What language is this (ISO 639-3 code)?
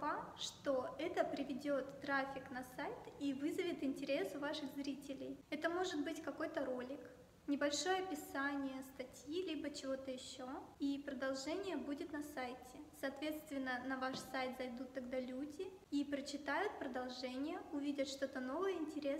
rus